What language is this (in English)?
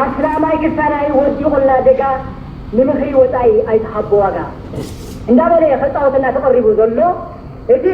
Tigrinya